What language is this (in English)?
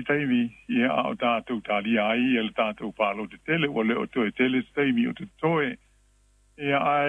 Samoan